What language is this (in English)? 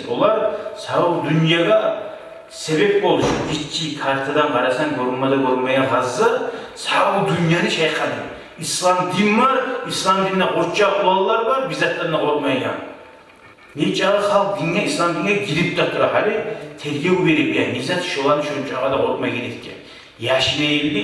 Kumyk